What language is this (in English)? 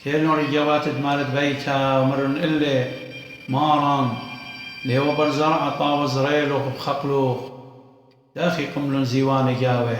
Assyrian Neo-Aramaic